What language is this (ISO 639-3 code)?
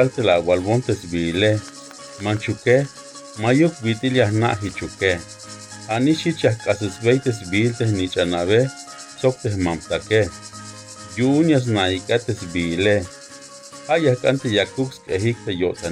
tzh